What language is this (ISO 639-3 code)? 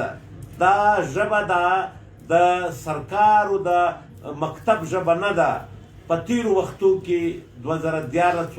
pus